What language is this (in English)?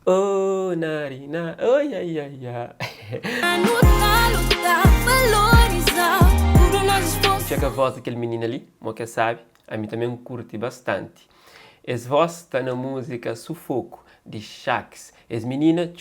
Kabuverdianu